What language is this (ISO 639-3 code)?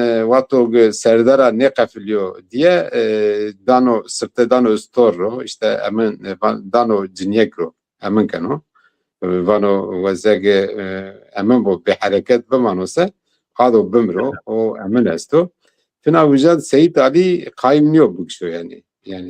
zza